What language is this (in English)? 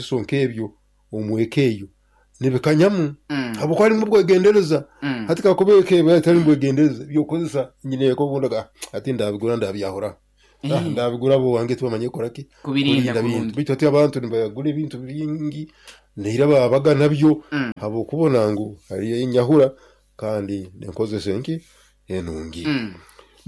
Nyankole